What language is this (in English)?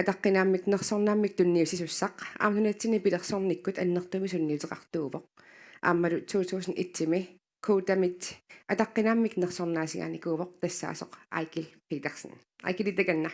Kalaallisut